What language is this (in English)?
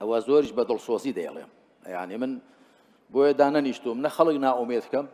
Central Kurdish